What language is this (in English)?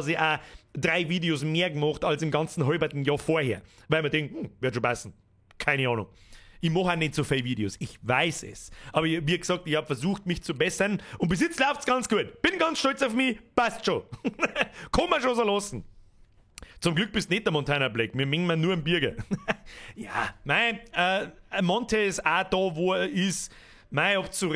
Bavarian